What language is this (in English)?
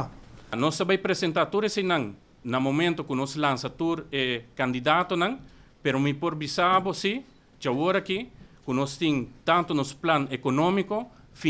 Papiamento